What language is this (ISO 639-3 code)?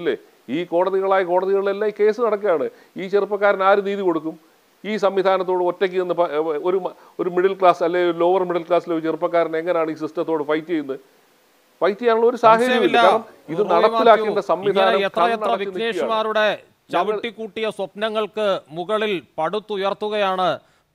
mal